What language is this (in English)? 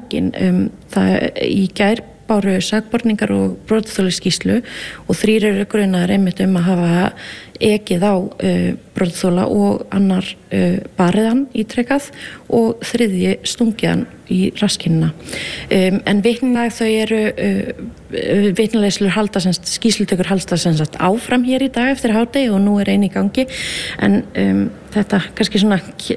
Icelandic